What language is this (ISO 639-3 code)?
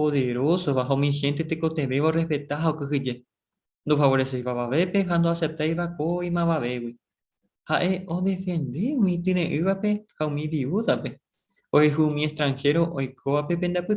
grn